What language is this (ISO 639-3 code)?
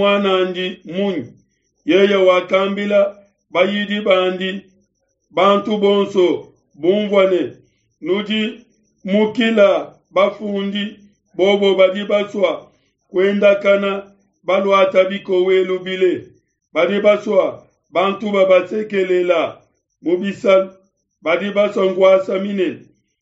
lua